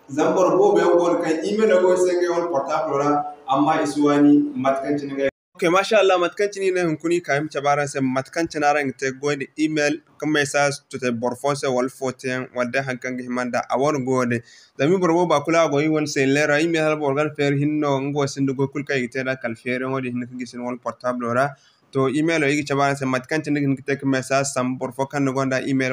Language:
Zarma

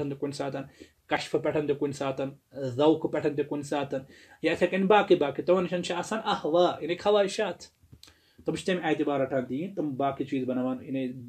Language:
Kashmiri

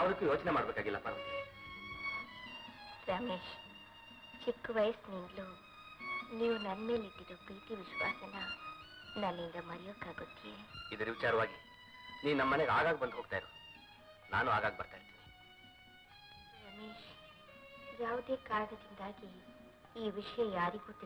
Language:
Kannada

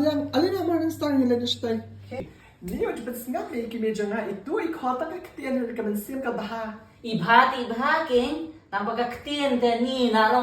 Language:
Khasi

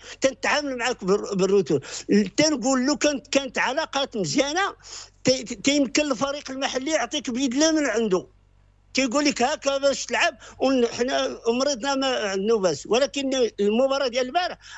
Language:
Moroccan Arabic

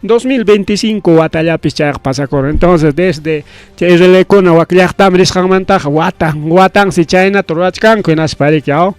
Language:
Ayacucho Quechua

